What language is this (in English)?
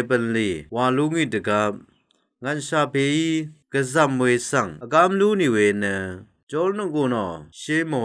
Rawang